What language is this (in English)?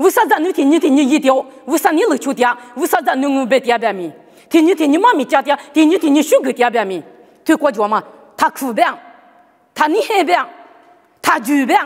Lisu